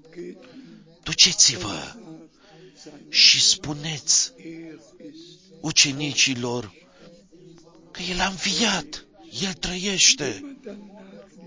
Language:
Romanian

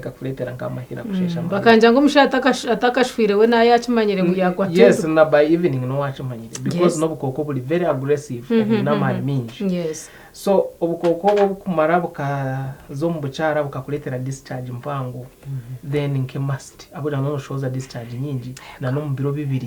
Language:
Nyankole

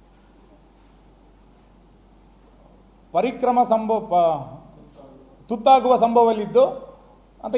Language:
Kannada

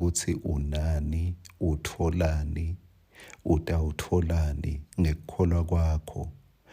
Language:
Swati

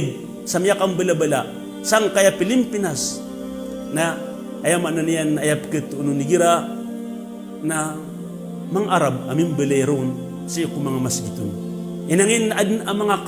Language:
Maranao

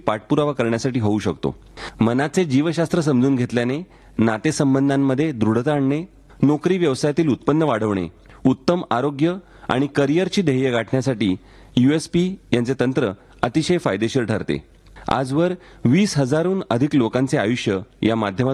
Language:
Marathi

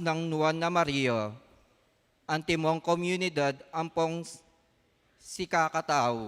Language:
Pampanga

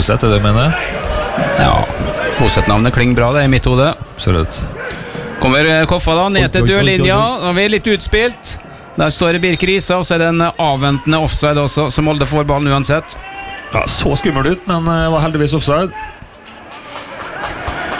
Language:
Norwegian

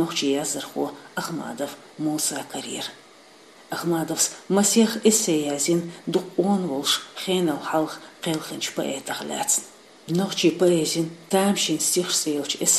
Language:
Chechen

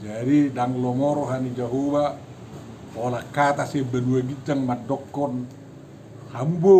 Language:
Batak Toba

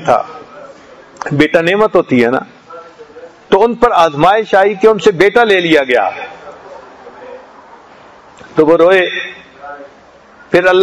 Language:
Urdu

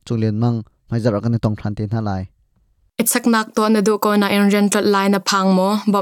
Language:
Hakha Chin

